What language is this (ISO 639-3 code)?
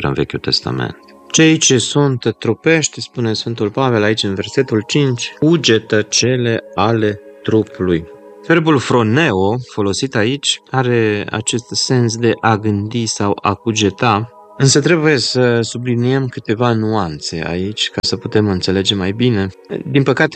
ron